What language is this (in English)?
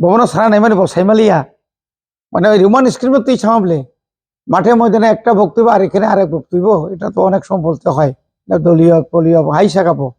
Kok Borok